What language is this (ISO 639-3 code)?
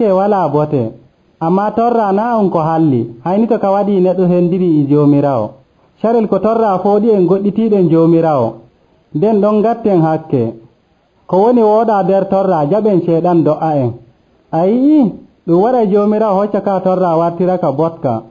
fuv